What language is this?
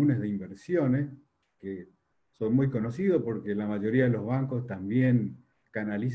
Spanish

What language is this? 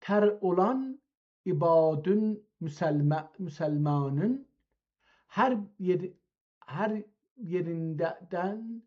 South Azerbaijani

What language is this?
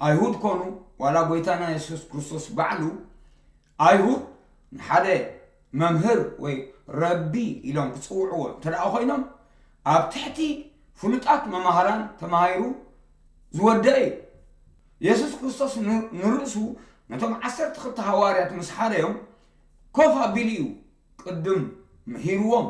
Tigrinya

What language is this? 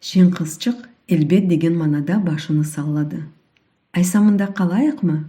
Crimean Tatar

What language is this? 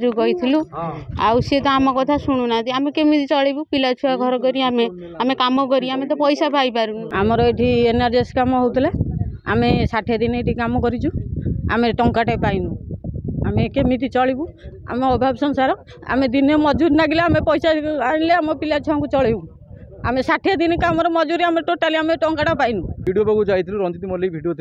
Odia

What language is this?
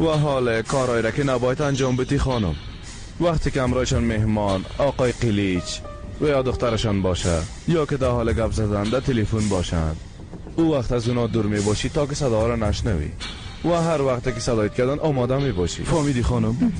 Persian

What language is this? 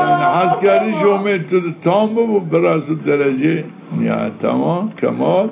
Zaza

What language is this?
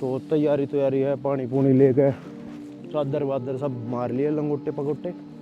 Haryanvi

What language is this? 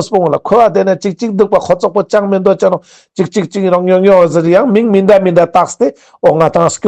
Ladakhi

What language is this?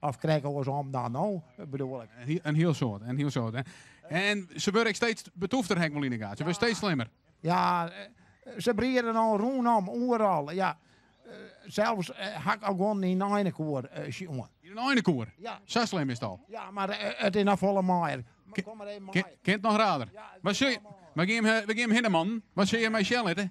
Western Frisian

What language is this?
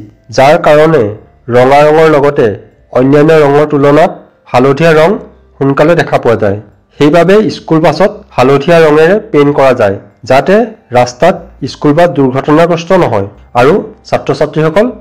Assamese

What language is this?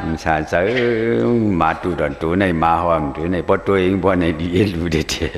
Shan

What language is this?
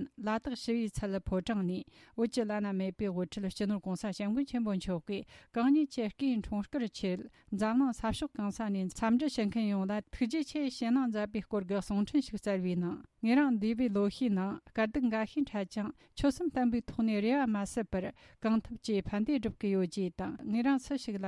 Tibetan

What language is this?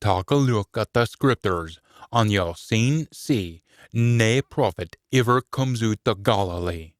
Scots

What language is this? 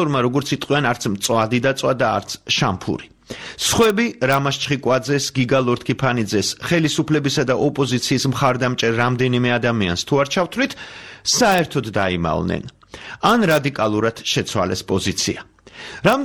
Georgian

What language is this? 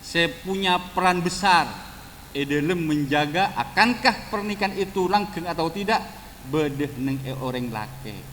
Madurese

